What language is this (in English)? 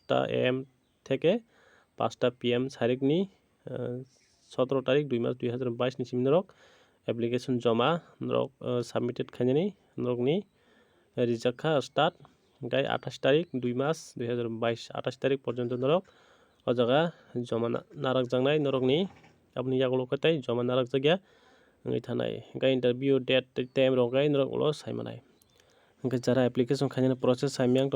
Kok Borok